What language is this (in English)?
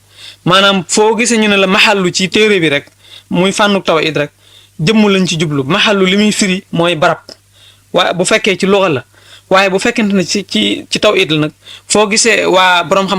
Wolof